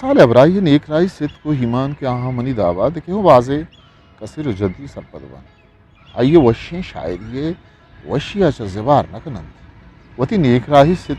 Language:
Eastern Balochi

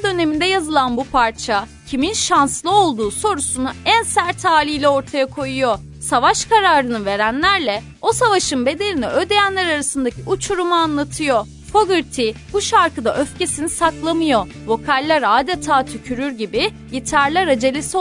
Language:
Turkish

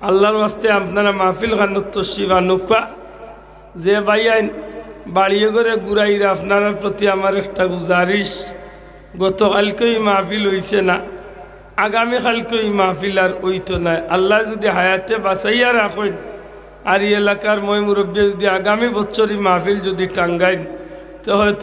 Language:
Sylheti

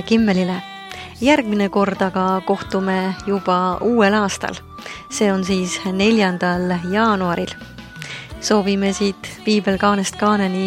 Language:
Estonian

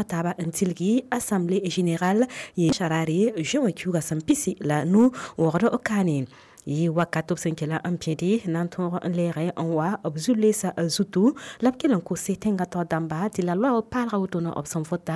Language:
Mossi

